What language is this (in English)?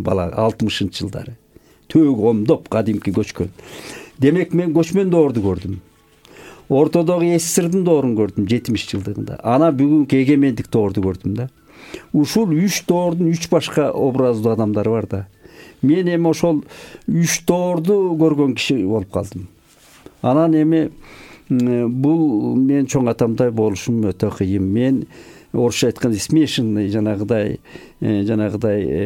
Kyrgyz